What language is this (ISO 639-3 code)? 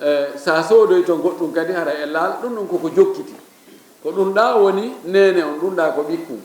ful